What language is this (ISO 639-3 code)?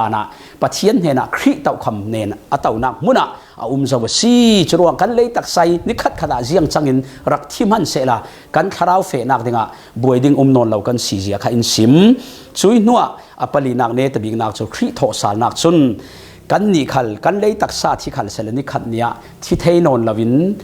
cfm